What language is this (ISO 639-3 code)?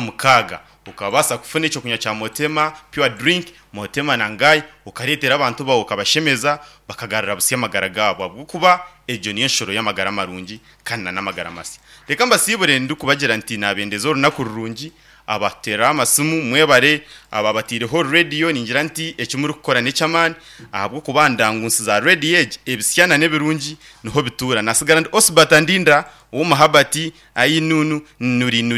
nyn